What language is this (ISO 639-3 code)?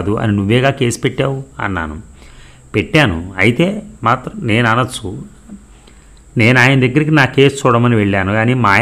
tel